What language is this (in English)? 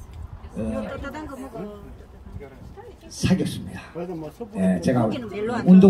Korean